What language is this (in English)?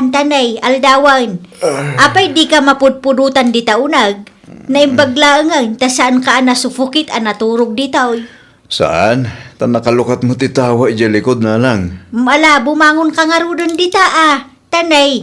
Iloko